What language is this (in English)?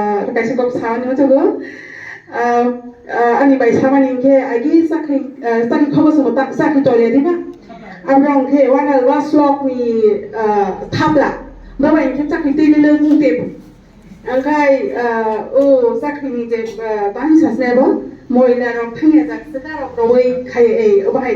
Kok Borok